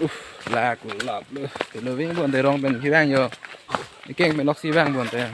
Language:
Karbi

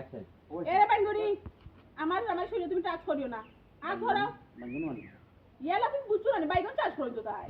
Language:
Sylheti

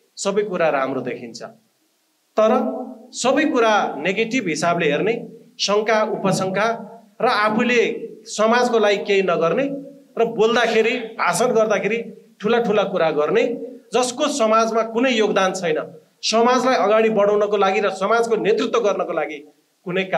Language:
Nepali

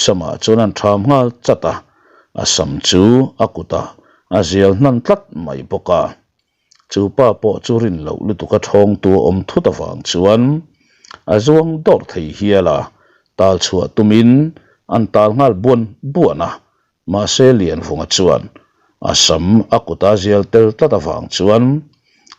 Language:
Mizo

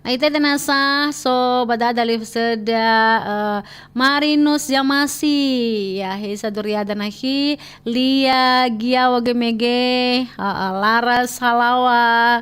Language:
Nias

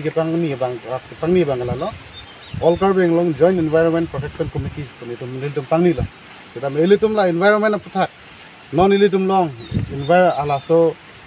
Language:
Karbi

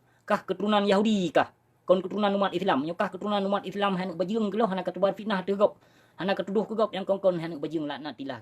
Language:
Achinese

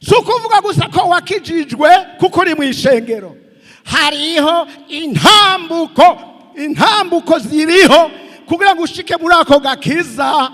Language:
Rundi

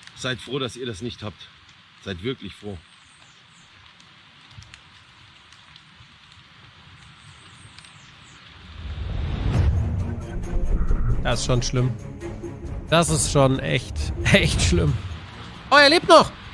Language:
German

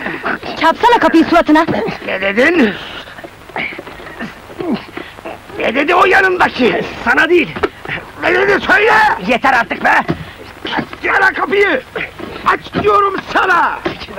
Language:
Turkish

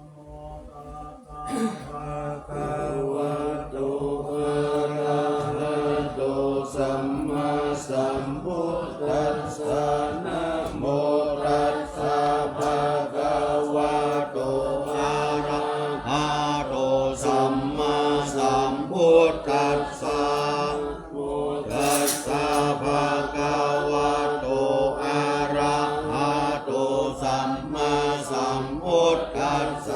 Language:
Pali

